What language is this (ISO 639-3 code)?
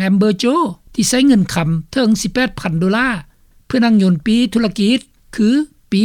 lao